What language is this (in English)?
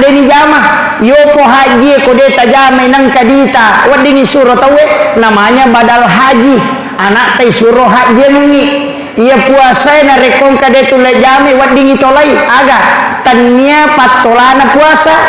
Buginese